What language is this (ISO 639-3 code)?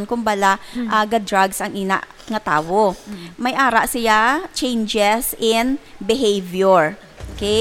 hil